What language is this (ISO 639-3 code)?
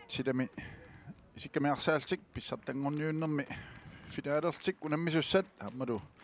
kal